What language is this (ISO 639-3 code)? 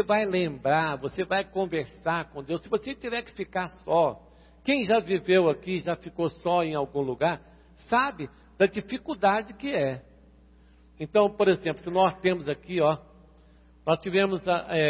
por